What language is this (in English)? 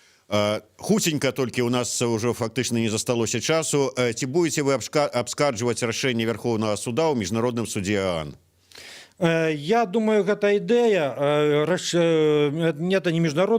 Belarusian